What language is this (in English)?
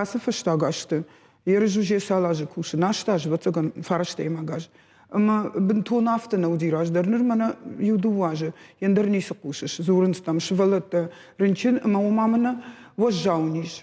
Ossetic